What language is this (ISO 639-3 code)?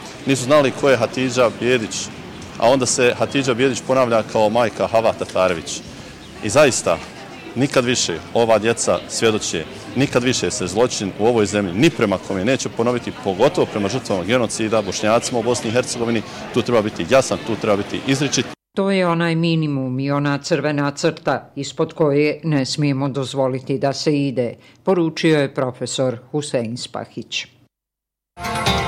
bos